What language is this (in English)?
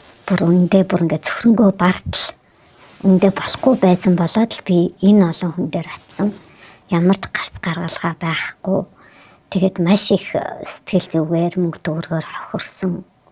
Mongolian